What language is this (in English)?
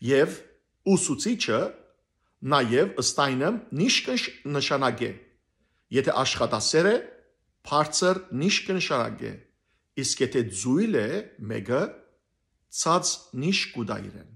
Western Armenian